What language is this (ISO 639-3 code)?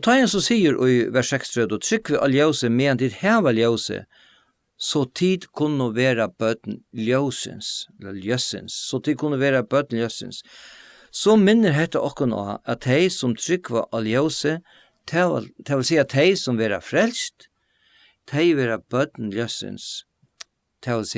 fao